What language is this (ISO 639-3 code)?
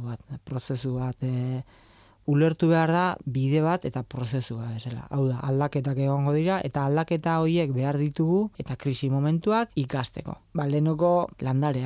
eus